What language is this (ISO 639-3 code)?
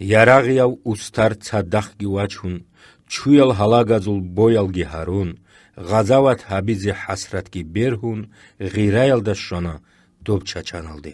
ava